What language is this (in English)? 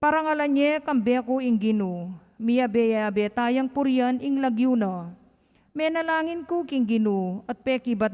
Pampanga